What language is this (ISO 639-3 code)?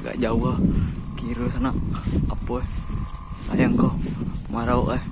min